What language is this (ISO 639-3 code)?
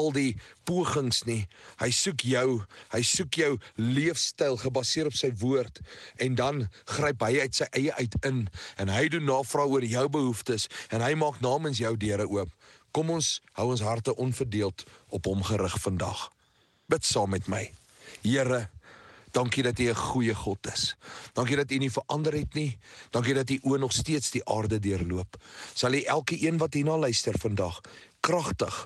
afr